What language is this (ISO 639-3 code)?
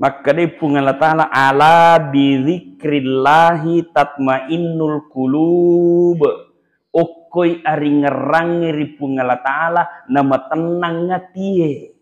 bug